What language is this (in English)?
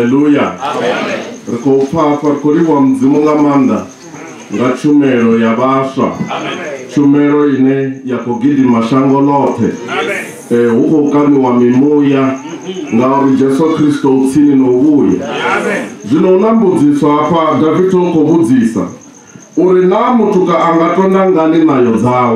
Venda